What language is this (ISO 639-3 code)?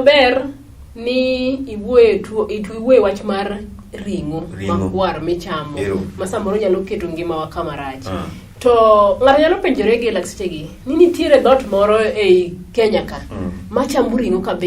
luo